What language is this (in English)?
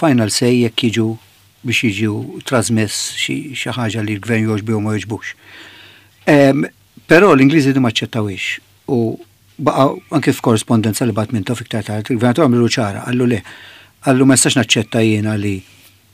Maltese